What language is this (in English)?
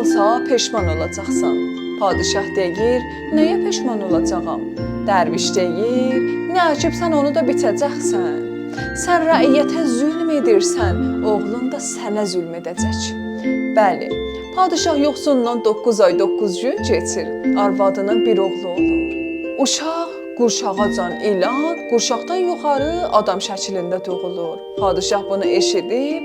South Azerbaijani